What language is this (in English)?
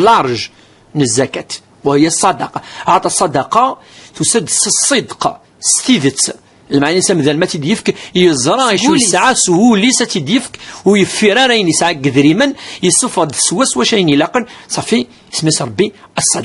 Kabyle